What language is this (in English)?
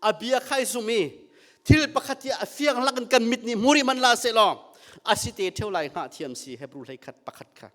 Hakha Chin